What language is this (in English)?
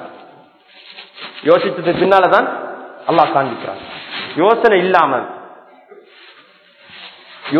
Tamil